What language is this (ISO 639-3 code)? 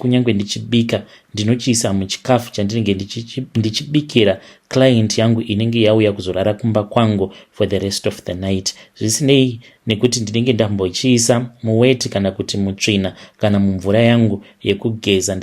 sna